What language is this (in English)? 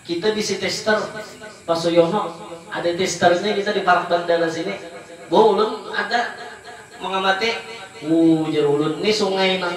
Banjar